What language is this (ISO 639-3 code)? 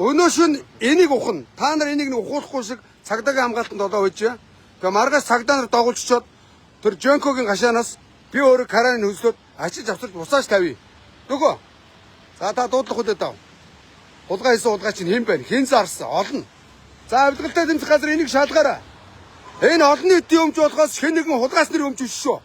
mon